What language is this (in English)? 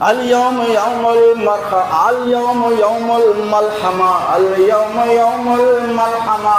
Baluchi